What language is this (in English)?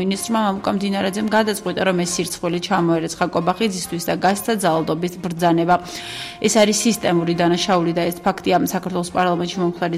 Georgian